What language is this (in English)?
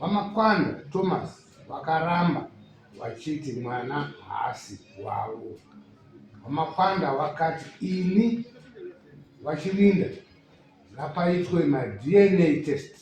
Shona